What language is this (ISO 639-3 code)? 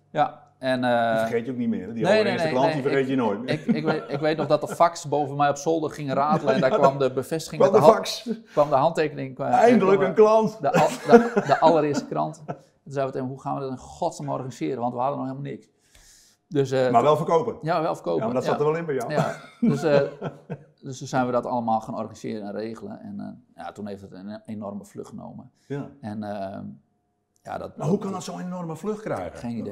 nld